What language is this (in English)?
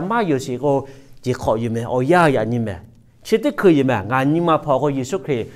Lahu